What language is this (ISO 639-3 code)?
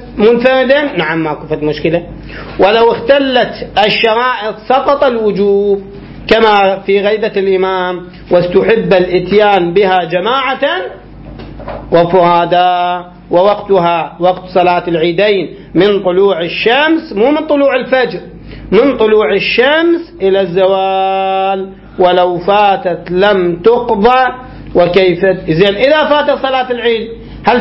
ara